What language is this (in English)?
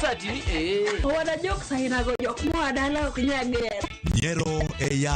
Luo (Kenya and Tanzania)